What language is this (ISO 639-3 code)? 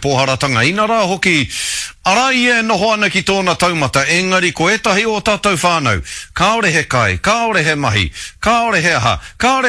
mri